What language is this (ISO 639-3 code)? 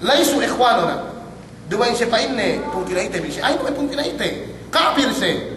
yka